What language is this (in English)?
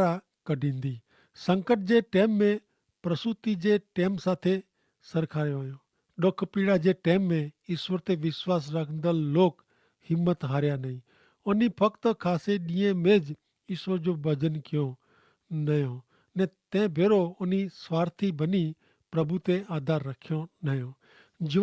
Kachhi